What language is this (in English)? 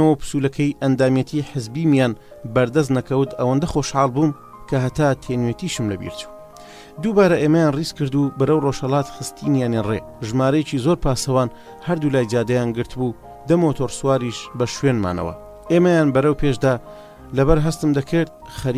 Central Kurdish